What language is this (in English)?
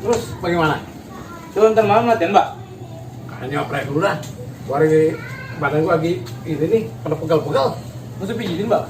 Betawi